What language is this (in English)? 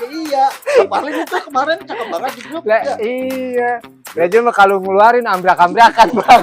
Betawi